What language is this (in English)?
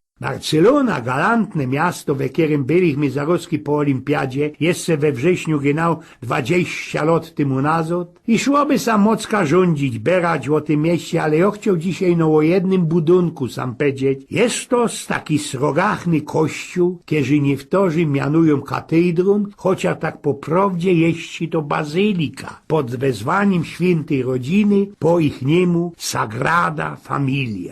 Silesian